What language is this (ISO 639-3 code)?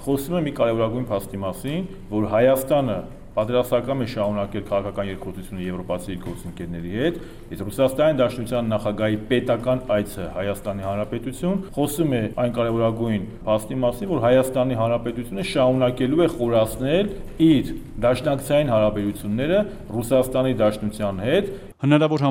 hye